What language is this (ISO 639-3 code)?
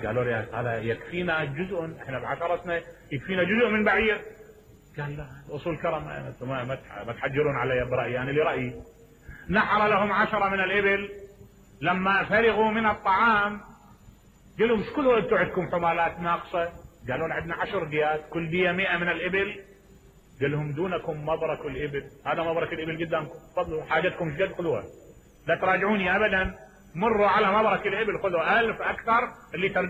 acm